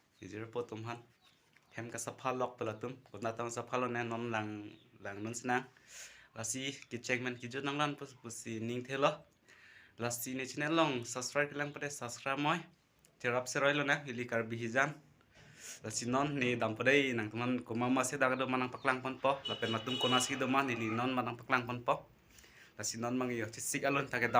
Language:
Karbi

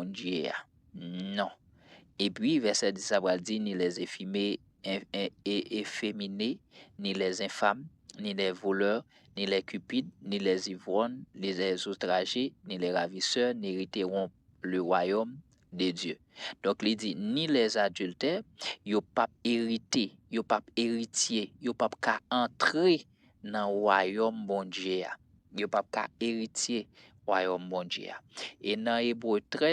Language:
Haitian Creole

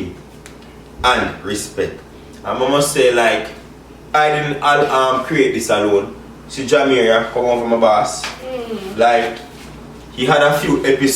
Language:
Jamaican Creole English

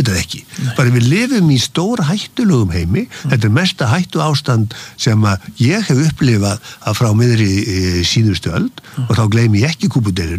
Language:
Icelandic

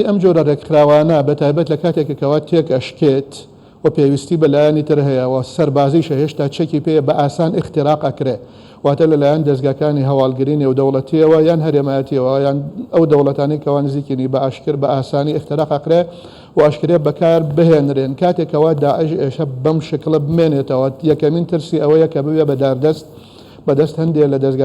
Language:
Central Kurdish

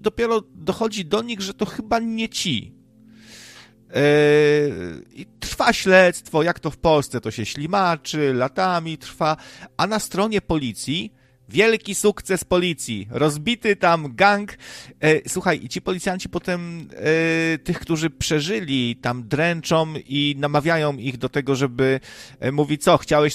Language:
Polish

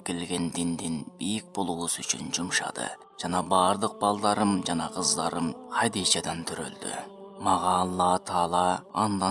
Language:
Kyrgyz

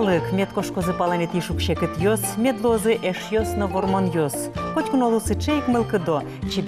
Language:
Udmurt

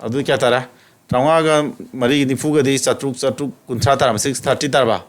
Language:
Manipuri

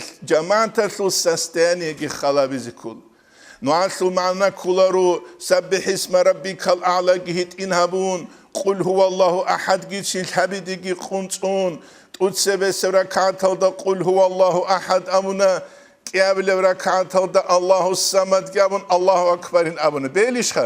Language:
Avaric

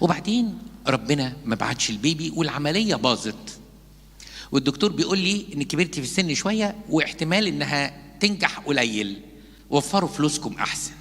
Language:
Egyptian Arabic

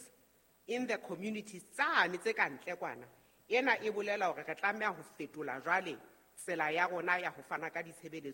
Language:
Southern Sotho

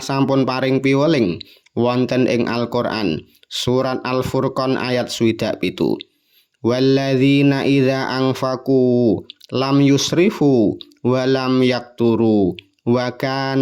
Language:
Javanese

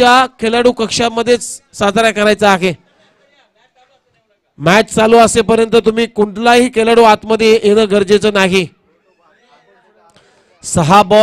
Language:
Marathi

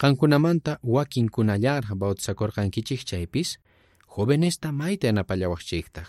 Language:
South Bolivian Quechua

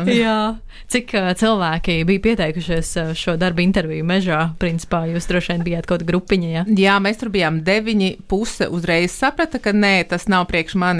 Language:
Latvian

